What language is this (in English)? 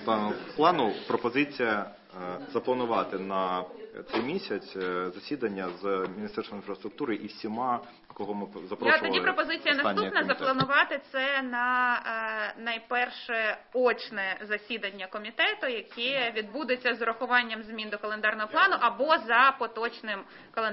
Ukrainian